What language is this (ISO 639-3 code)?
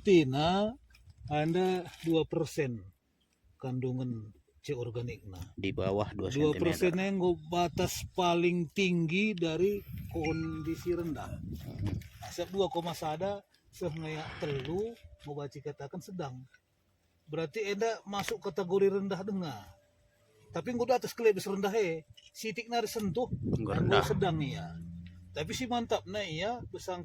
btx